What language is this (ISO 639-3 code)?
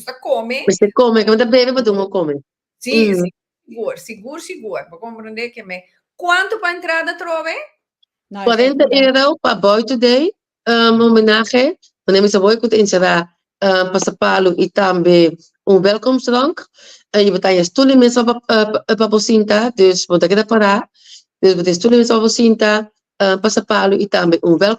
pap